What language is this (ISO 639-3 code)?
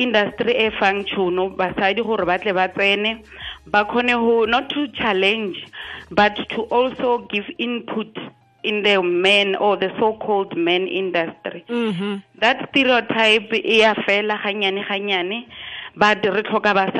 tsn